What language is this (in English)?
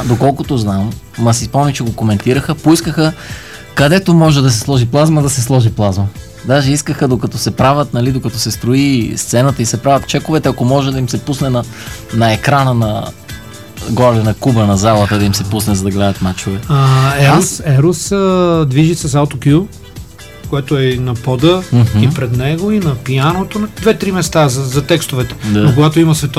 Bulgarian